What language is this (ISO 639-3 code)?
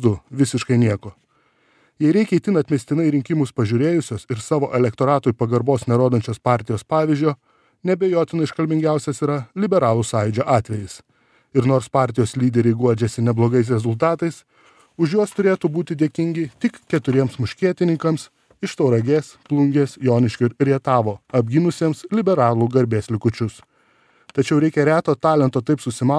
lit